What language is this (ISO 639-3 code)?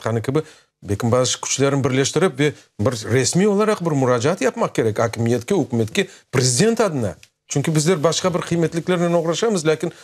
crh